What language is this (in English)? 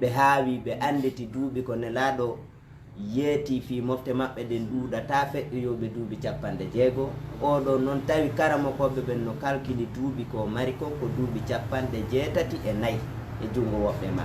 Fula